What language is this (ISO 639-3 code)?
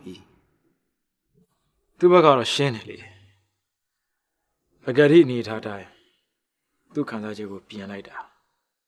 mya